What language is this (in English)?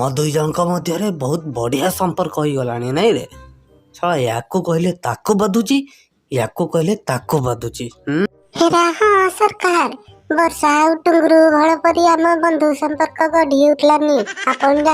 Odia